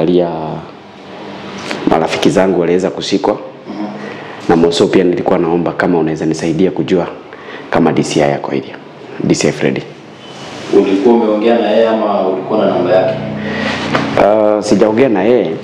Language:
Swahili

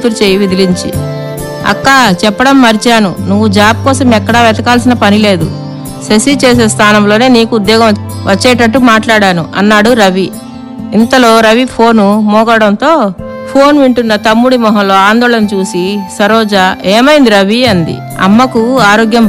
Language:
Telugu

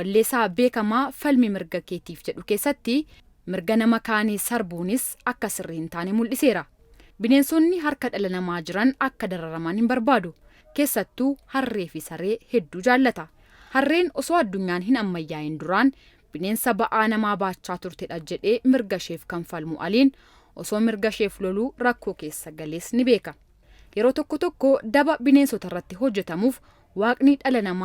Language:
Oromo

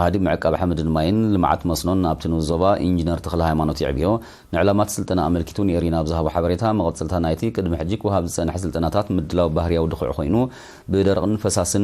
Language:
Tigrinya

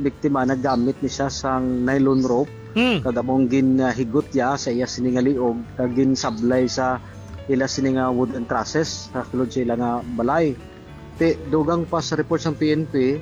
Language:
Hiligaynon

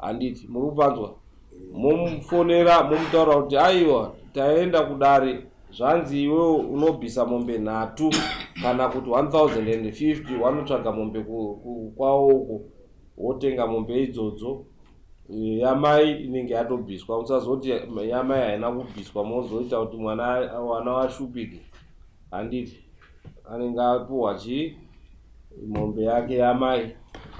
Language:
Shona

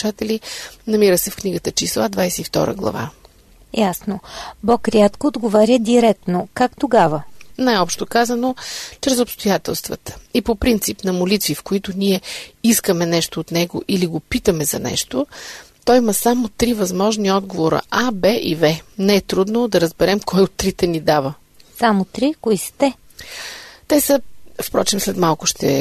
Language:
Bulgarian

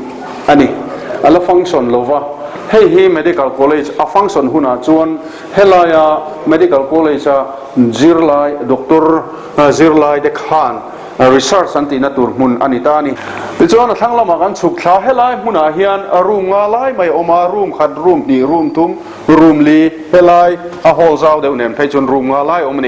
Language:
Mizo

